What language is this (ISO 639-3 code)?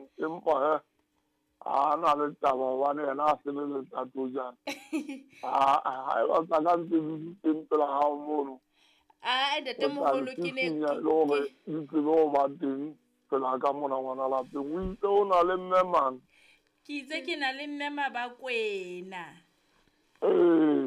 sot